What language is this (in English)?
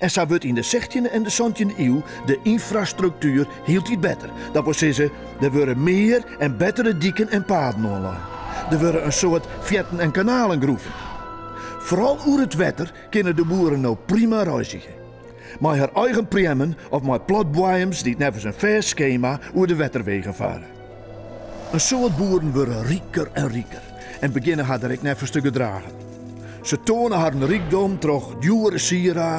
Western Frisian